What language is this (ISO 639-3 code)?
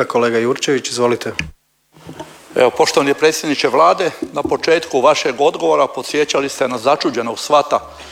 hrv